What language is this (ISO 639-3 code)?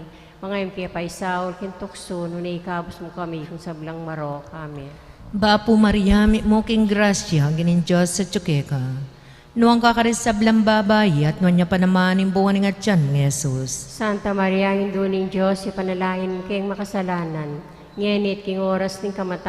pam